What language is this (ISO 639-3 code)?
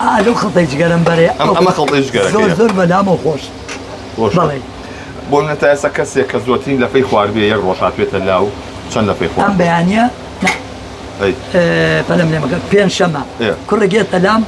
ckb